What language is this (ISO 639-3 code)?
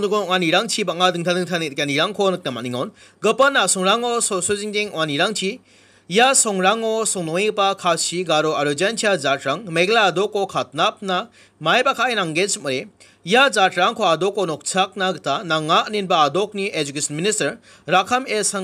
grt